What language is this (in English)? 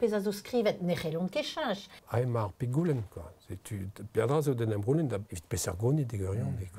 Breton